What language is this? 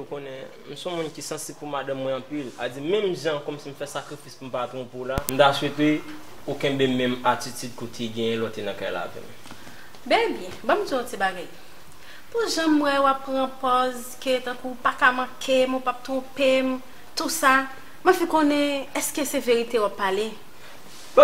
Haitian Creole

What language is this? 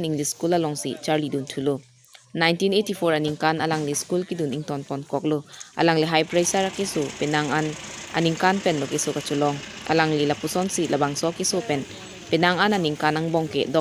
Karbi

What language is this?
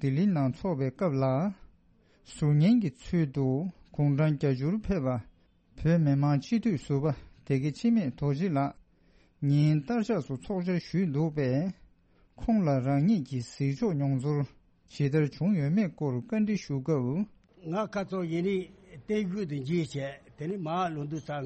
Tibetan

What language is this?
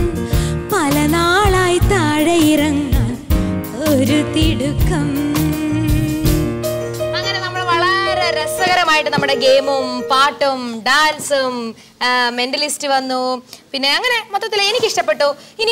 Malayalam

